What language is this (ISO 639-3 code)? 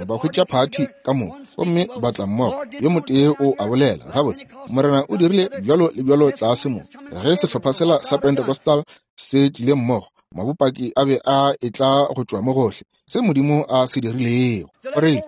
nso